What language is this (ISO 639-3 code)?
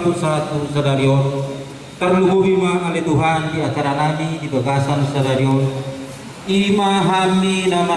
bbc